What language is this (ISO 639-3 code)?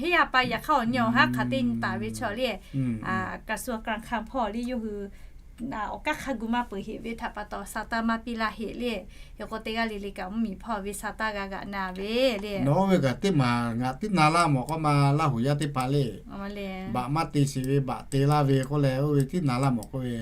lhu